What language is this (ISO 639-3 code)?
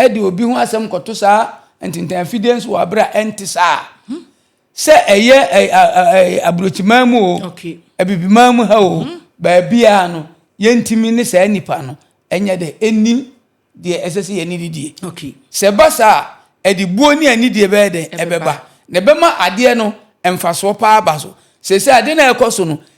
aka